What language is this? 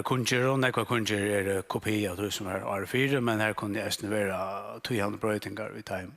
Faroese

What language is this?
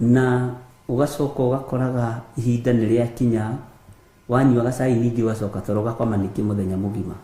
Kikuyu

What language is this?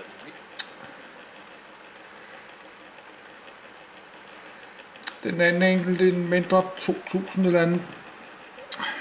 Danish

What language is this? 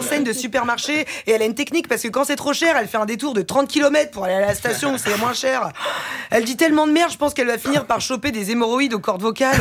French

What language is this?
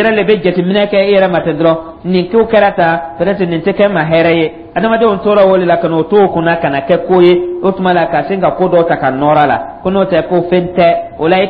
Dyula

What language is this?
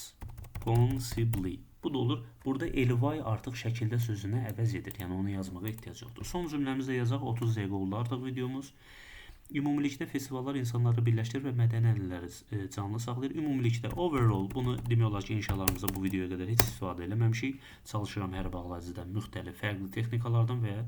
Azerbaijani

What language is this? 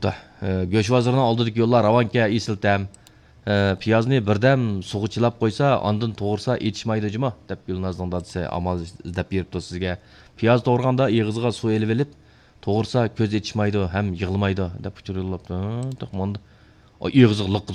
Uyghur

